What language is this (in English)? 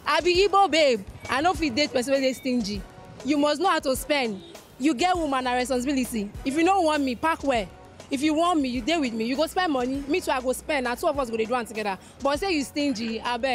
Nigerian Pidgin